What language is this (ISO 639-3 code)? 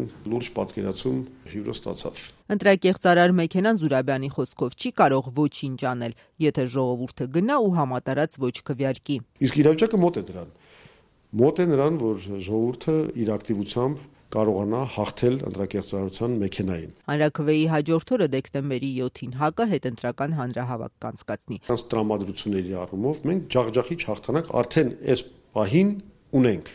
hye